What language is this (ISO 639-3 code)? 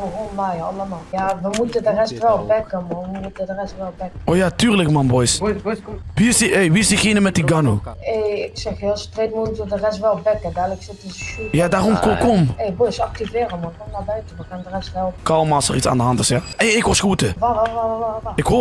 nld